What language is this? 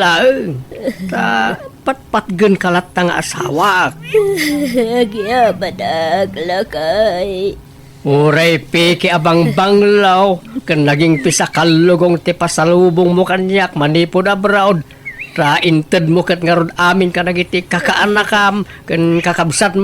Iloko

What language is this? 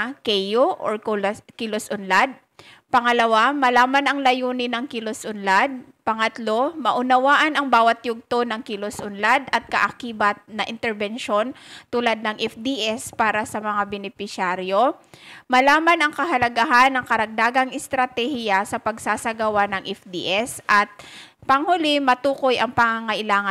Filipino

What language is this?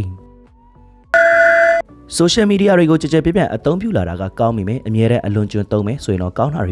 Burmese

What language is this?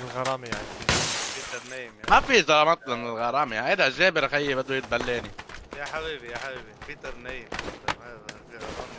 North Levantine Arabic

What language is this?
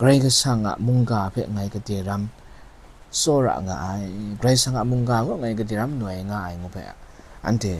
Kachin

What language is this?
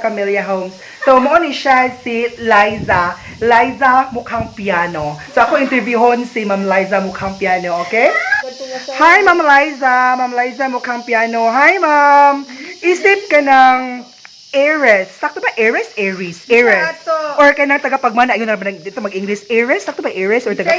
Cebuano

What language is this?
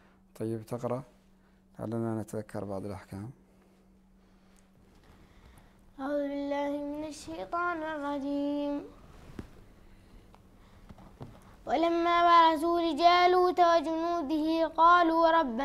Arabic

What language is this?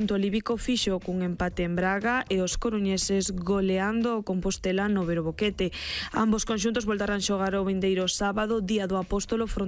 Galician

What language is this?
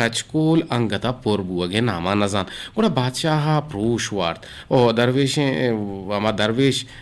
Eastern Balochi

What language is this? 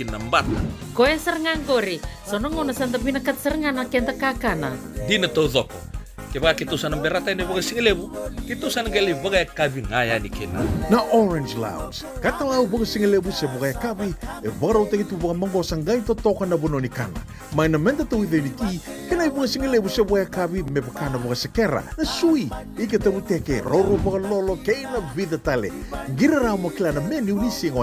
Fijian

